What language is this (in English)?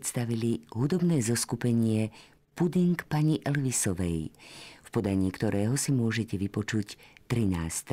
Slovak